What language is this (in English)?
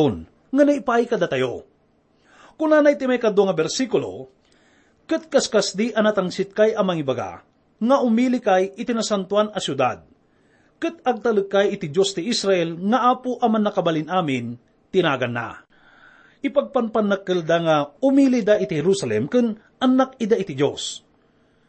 Iloko